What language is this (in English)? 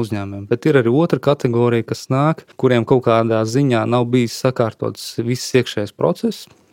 Latvian